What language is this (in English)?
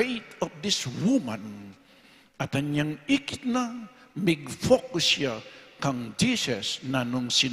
Pampanga